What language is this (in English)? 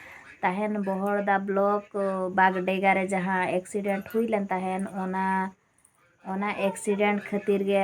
Santali